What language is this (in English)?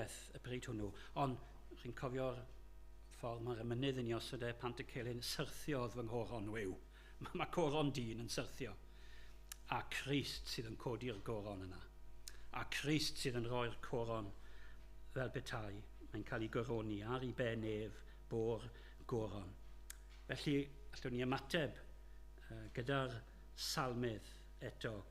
Welsh